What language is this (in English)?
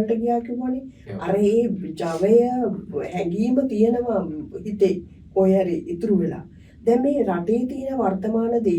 Sinhala